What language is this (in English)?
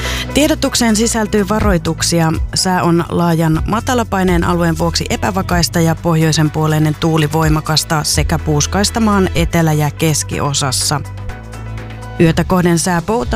Finnish